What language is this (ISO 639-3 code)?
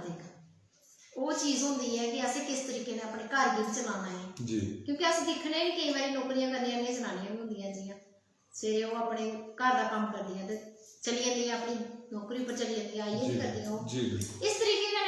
doi